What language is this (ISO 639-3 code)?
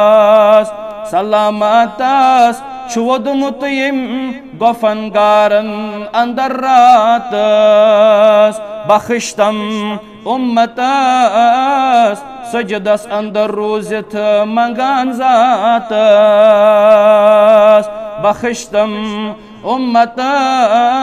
kas